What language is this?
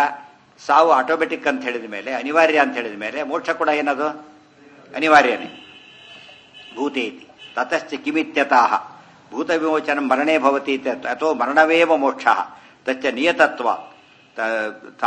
Kannada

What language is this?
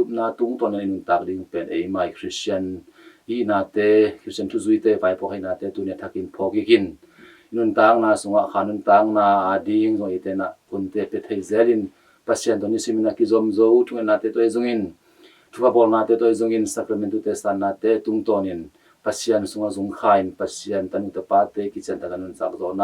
Tedim Chin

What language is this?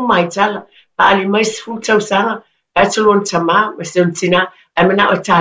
Samoan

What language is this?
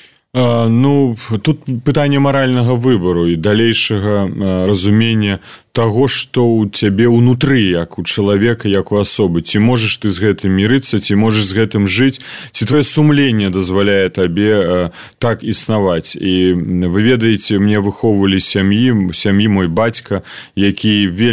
Belarusian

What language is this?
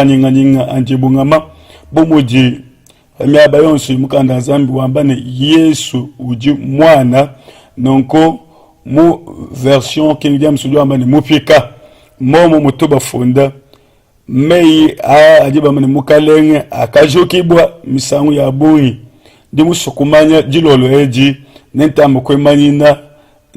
Luba-Lulua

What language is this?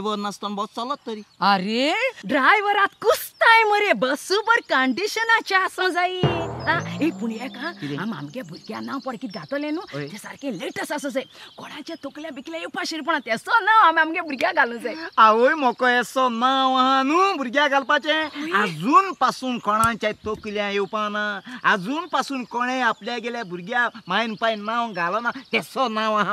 Konkani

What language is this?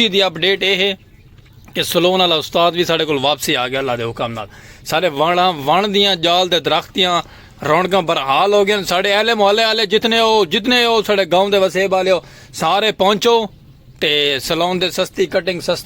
Saraiki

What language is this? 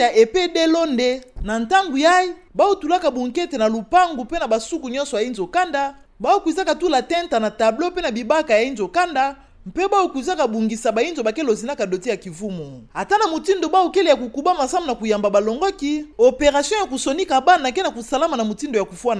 Kituba (Democratic Republic of Congo)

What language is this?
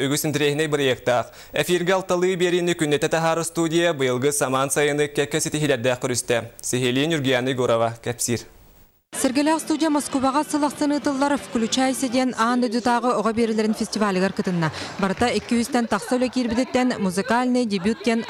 Yakut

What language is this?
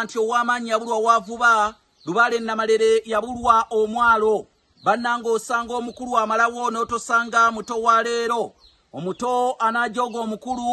Ganda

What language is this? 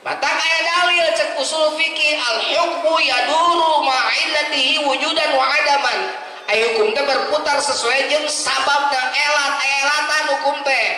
Sundanese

